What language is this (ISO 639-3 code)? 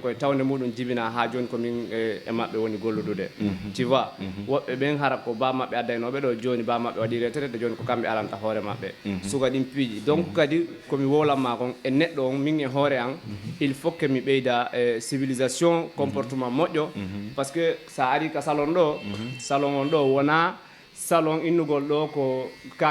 ful